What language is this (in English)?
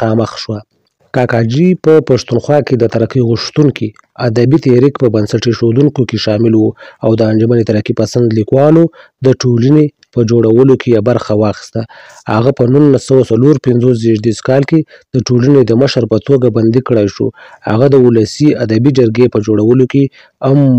Pashto